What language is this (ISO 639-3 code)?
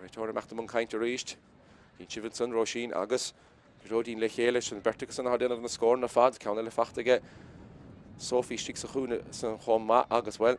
gle